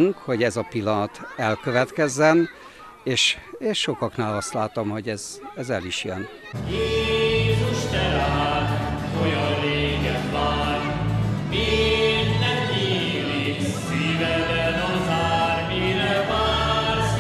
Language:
Hungarian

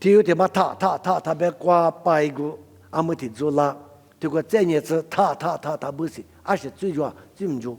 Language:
Lisu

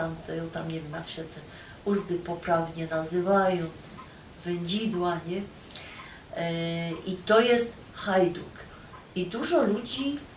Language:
Silesian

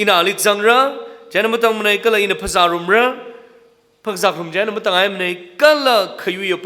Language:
Tangkhul Naga (India)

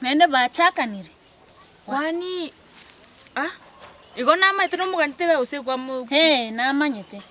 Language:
Gusii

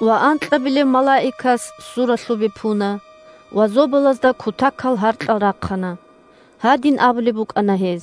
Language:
Avaric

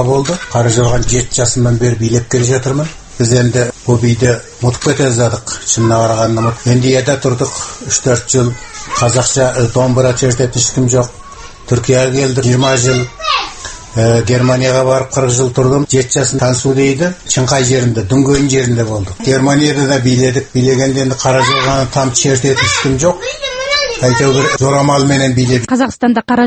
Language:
Kazakh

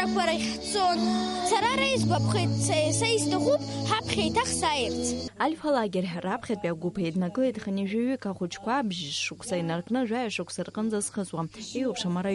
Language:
Abkhazian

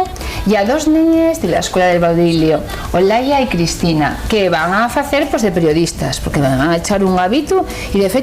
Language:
Asturian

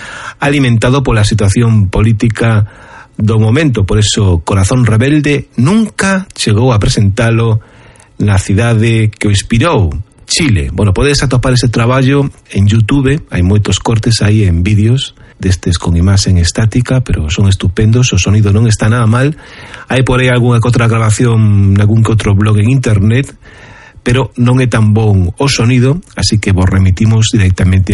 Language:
Galician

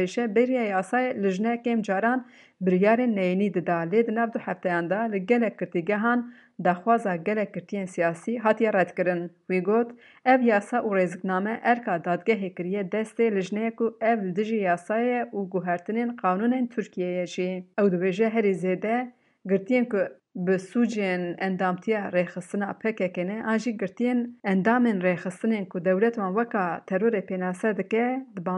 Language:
Kurdish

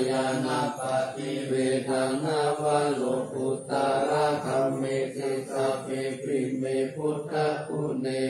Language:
Pali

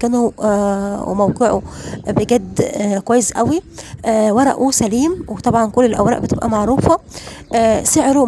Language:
Egyptian Arabic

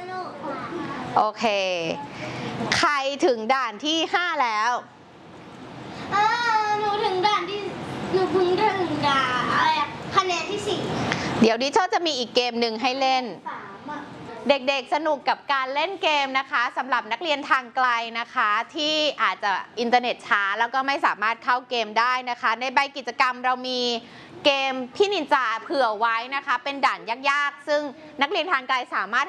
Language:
Thai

